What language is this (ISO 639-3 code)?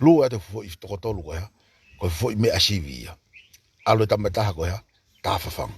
ton